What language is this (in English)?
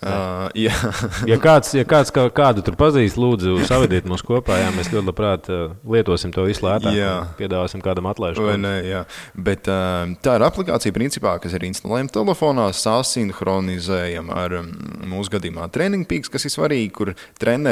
Latvian